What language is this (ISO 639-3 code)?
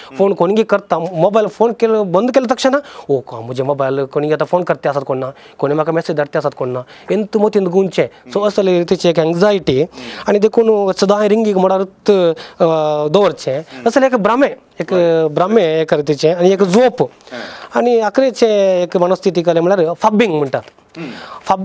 kok